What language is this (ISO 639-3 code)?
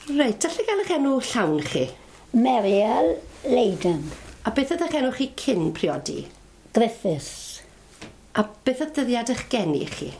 cym